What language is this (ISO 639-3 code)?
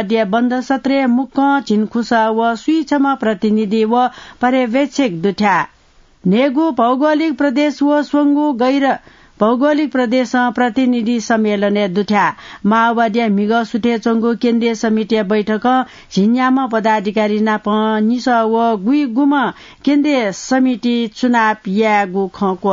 new